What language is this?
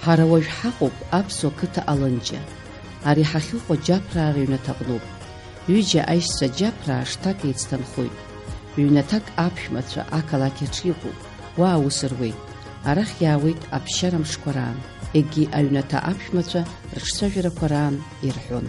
Abkhazian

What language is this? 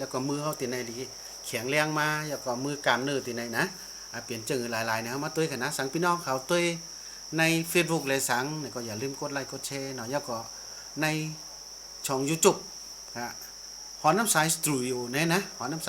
Shan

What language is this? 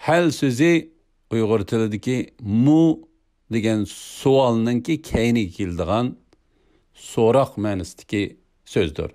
Uyghur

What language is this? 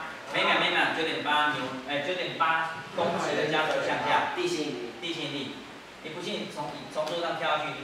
Chinese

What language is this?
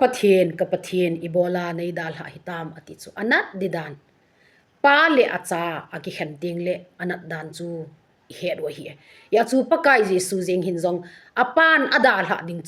Thado Chin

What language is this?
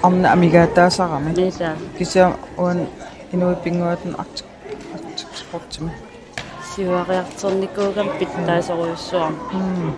Kalaallisut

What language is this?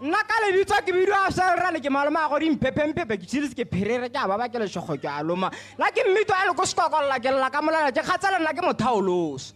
Tswana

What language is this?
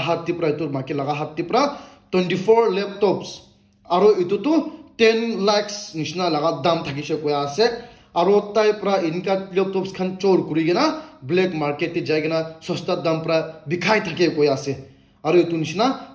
Naga Pidgin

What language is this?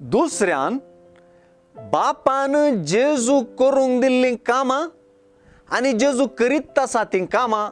Konkani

